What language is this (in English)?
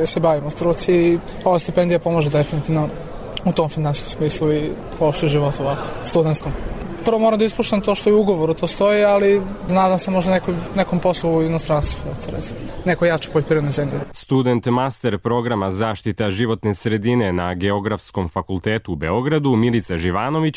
Serbian